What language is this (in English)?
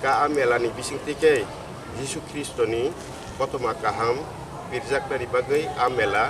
Kok Borok